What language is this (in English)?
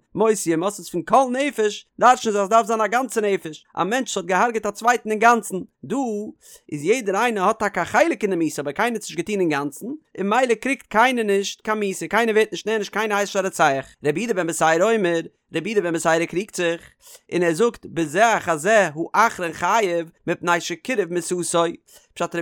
Yiddish